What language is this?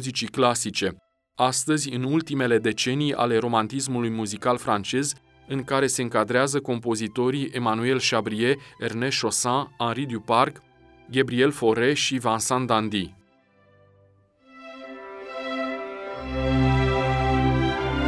Romanian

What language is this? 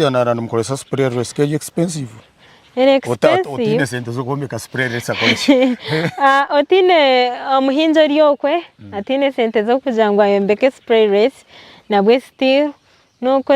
Nyankole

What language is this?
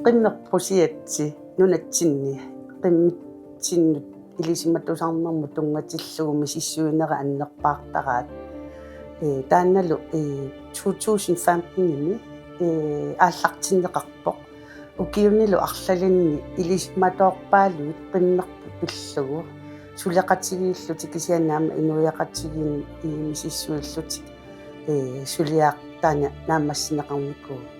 Kalaallisut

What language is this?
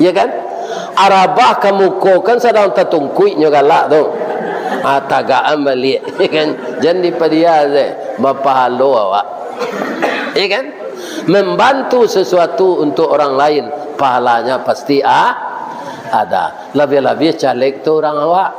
Minangkabau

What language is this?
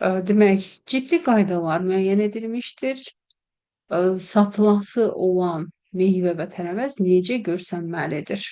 Azerbaijani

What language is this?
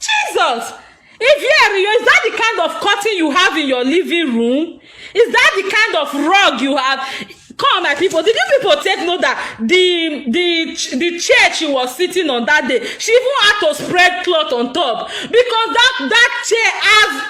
Nigerian Pidgin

